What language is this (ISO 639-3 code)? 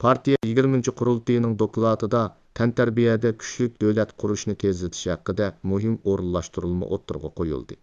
uig